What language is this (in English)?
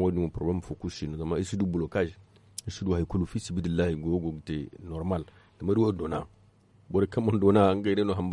Zarma